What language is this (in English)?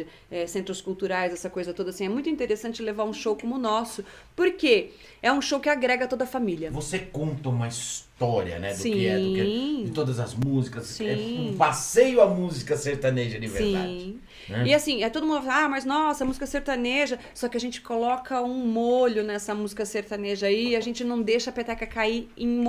Portuguese